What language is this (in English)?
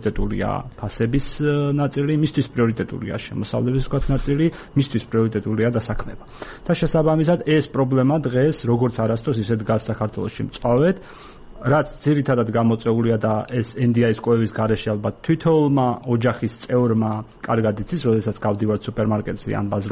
Georgian